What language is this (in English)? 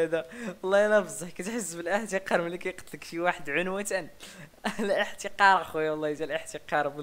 Moroccan Arabic